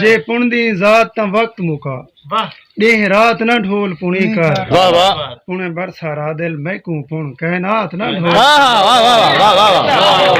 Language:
Saraiki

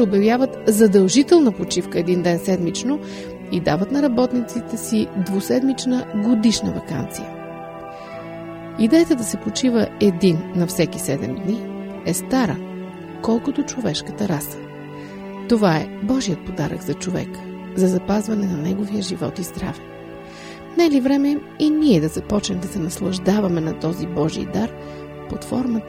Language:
Bulgarian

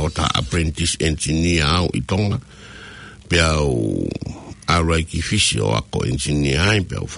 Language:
Tongan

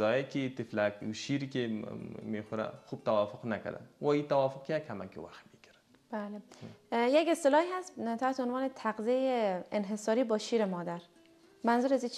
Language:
Persian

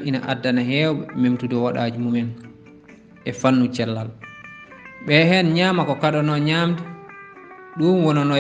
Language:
Fula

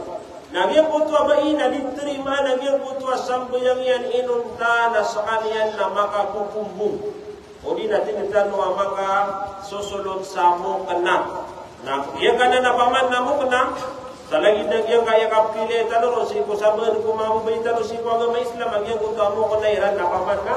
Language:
Maranao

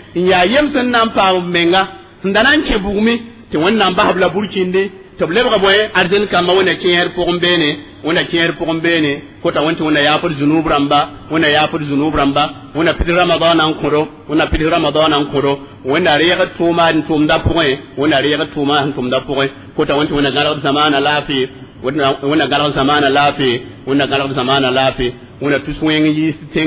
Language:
Mossi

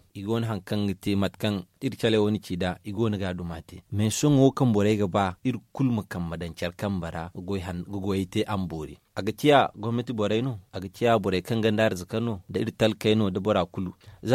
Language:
Zarma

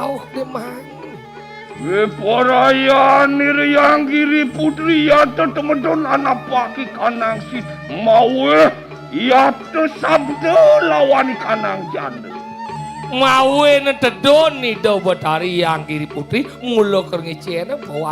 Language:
Balinese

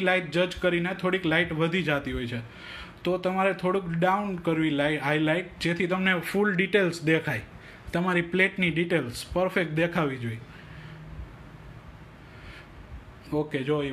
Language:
Gujarati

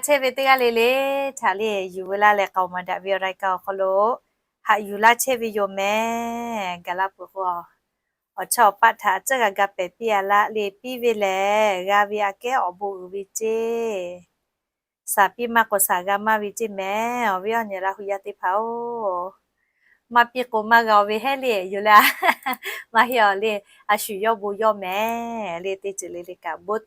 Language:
Lahu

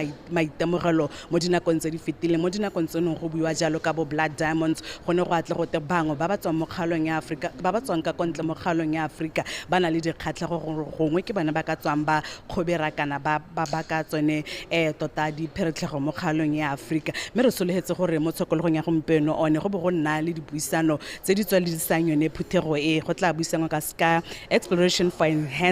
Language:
Tswana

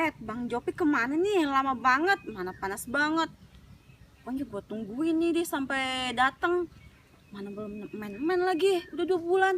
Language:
Betawi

